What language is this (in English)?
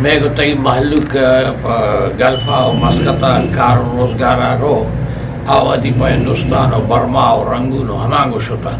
Eastern Balochi